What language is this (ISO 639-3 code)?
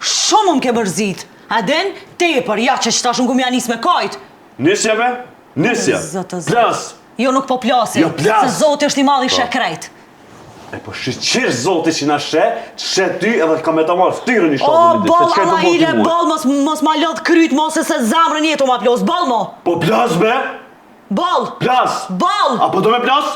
sqi